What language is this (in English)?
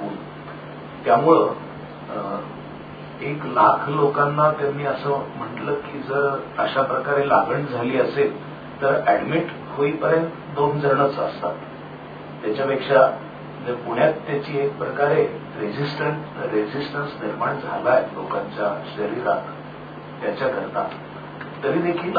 Marathi